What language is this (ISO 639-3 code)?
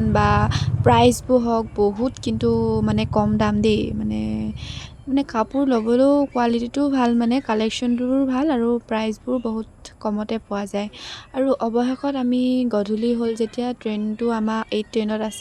asm